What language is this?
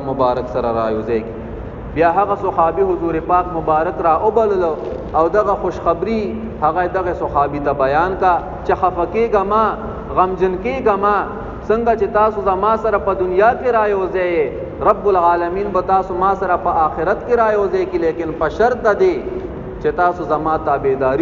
Pashto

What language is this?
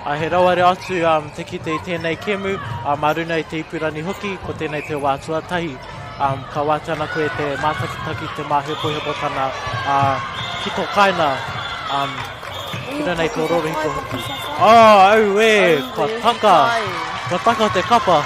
Māori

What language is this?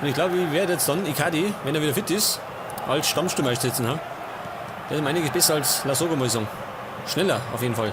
Bavarian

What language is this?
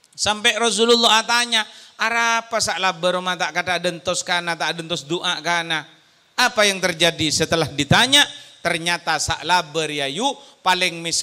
Madurese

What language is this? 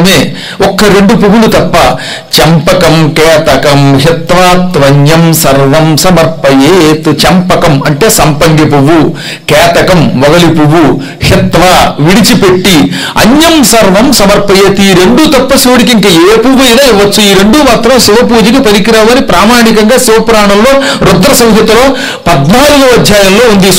Telugu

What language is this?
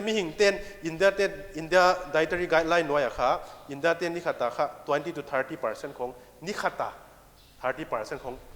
Paite Chin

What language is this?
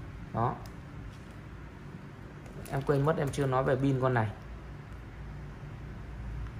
Vietnamese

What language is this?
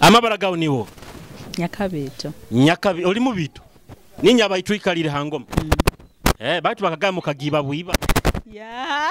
Nyoro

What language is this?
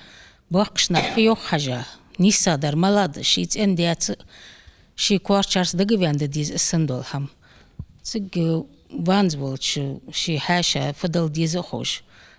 Ingush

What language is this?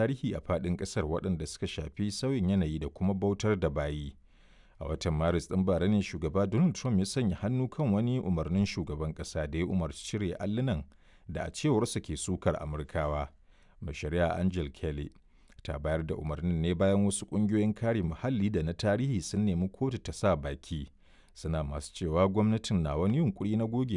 Hausa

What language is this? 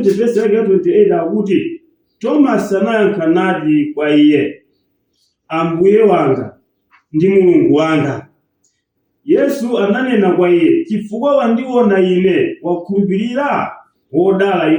Nyanja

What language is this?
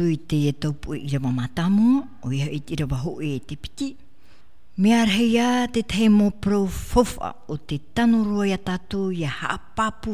Tahitian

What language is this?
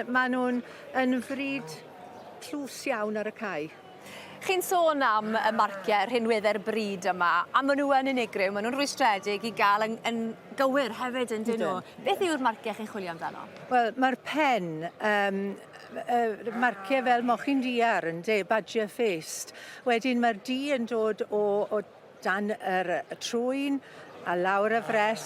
Welsh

